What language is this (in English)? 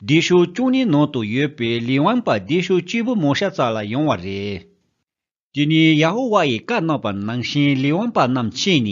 Tibetan